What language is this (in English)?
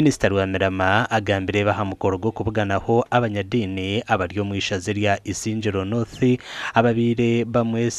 Nyankole